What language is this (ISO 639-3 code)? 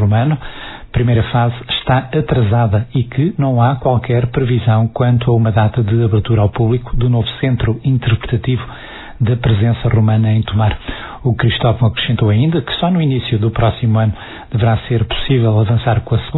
por